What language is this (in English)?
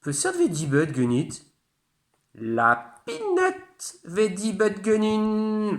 Breton